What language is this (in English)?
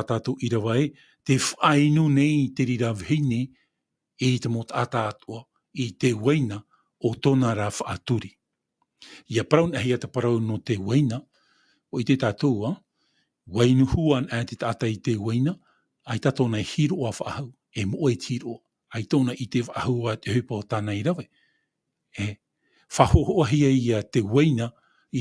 Tahitian